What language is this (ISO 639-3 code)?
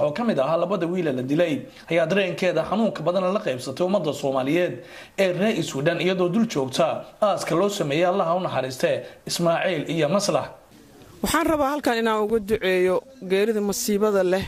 som